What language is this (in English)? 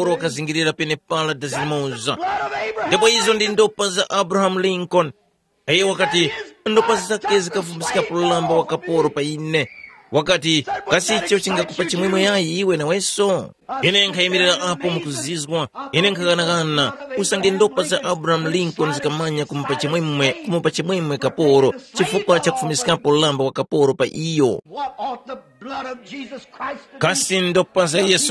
Tumbuka